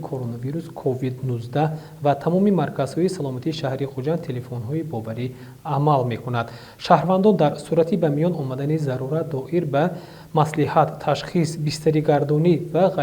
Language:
Tajik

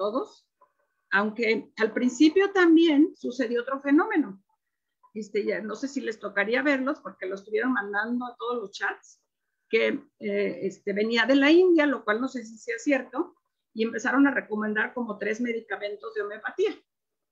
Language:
Spanish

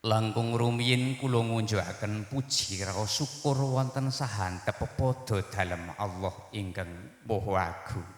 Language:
Javanese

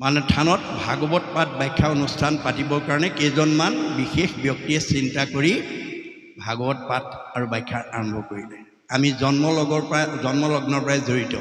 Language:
Assamese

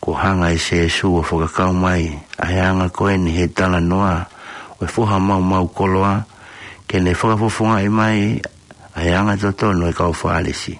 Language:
Tongan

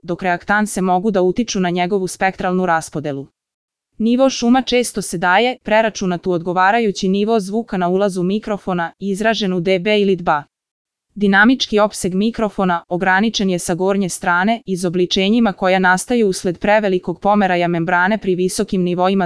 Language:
Serbian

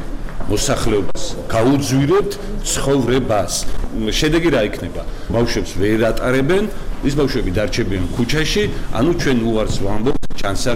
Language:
Georgian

